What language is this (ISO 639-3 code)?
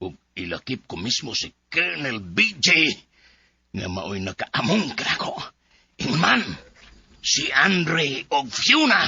ceb